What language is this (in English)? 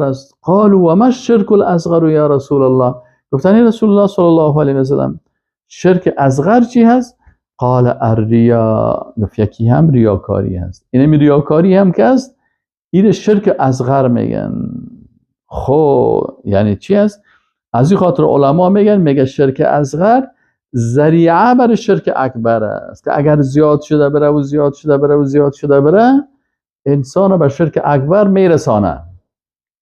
Persian